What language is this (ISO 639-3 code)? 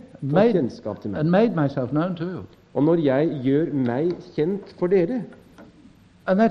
nor